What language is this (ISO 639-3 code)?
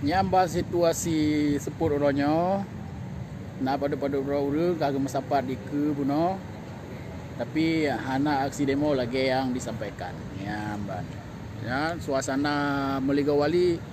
ace